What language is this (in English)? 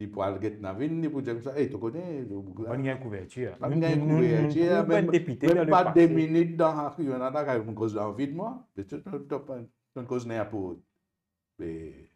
Morisyen